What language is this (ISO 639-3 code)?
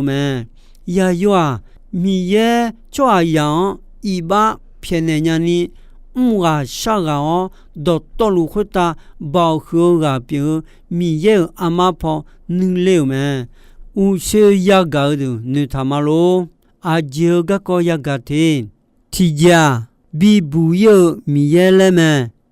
ahk